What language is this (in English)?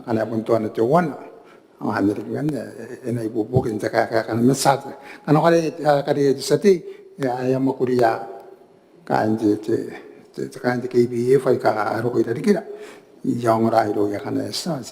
Gilbertese